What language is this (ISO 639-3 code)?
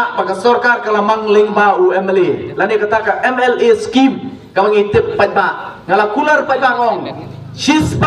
kha